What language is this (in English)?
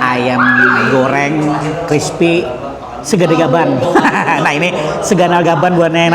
Banjar